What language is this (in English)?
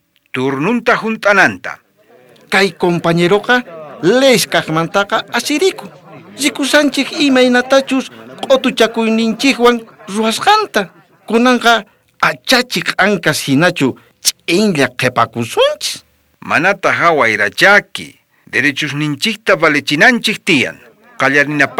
South Bolivian Quechua